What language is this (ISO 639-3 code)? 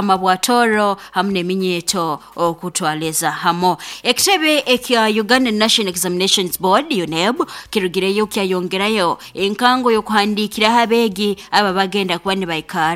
nyo